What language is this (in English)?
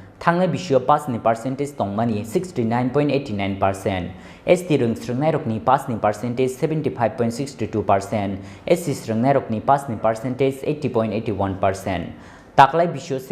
Kok Borok